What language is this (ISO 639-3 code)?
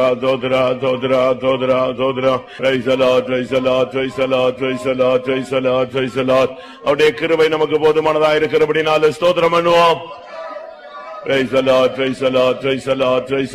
tam